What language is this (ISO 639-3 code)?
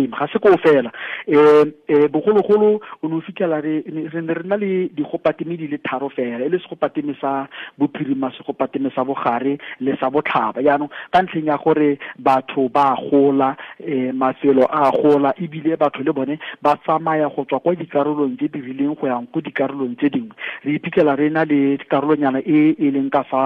tsn